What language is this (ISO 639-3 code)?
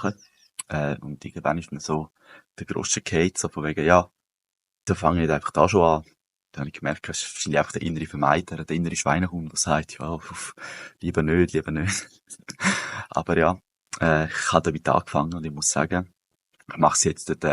gsw